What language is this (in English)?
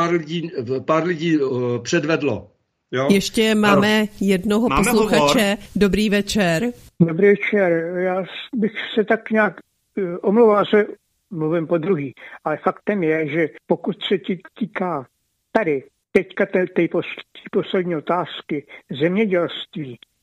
Czech